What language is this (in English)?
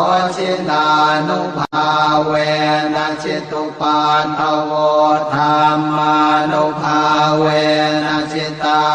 Pali